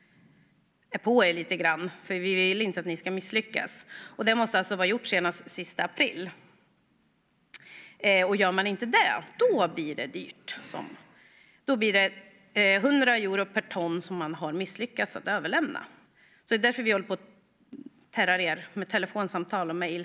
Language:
Swedish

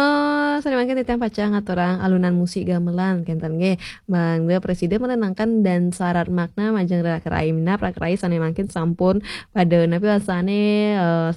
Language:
Balinese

